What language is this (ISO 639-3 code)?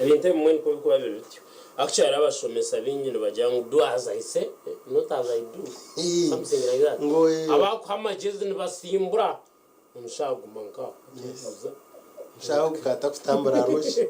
nyn